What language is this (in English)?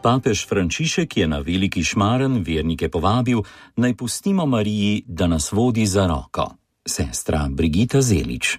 Slovenian